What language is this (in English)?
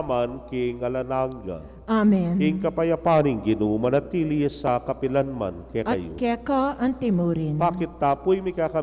Pampanga